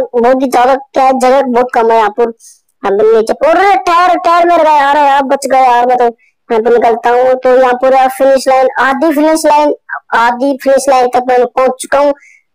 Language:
Hindi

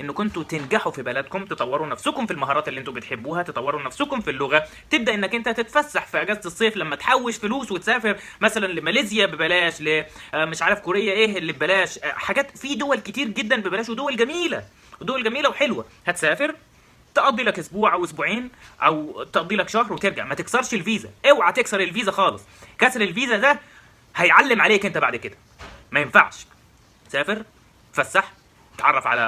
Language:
Egyptian Arabic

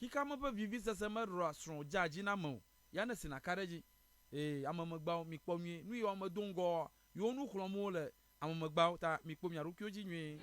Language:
Ewe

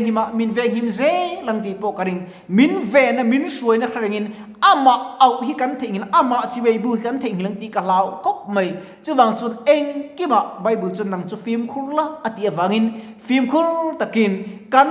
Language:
Mizo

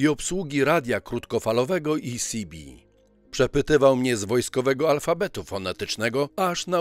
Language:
Polish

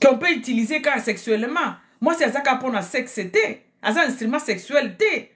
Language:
Lingala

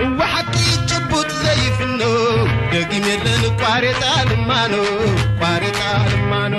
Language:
Tigrinya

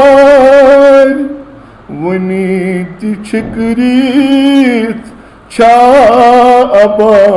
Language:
Kashmiri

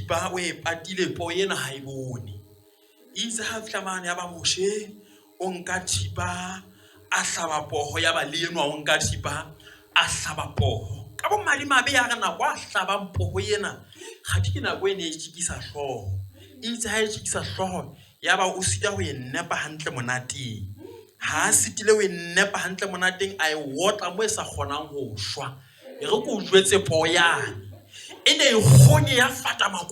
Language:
Southern Sotho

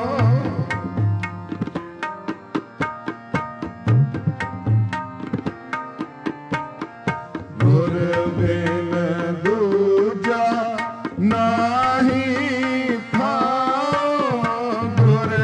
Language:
Punjabi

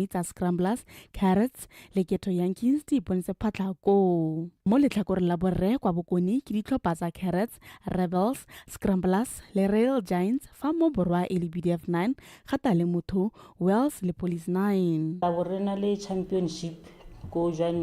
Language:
Tswana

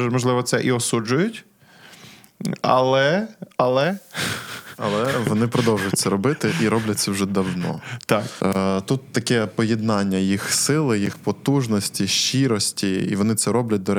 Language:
Ukrainian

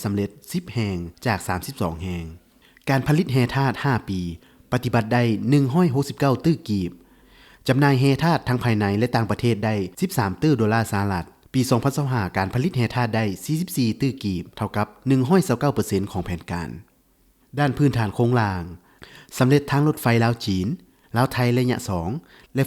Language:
Lao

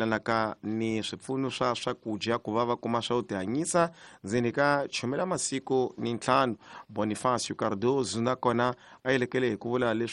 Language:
Tsonga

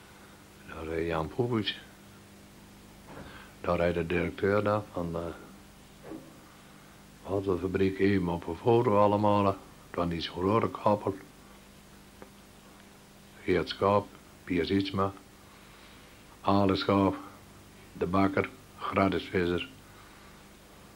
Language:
Dutch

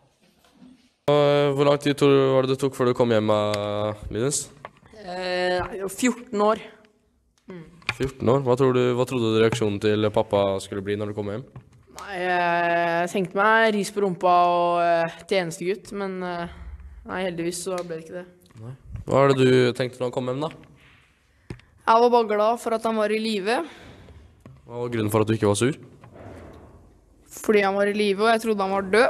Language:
Norwegian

